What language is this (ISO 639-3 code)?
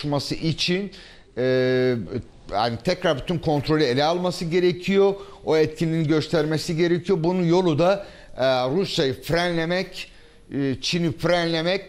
tur